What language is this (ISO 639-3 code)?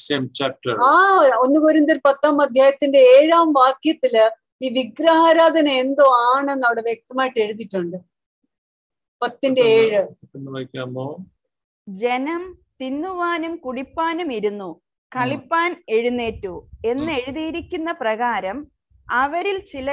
mal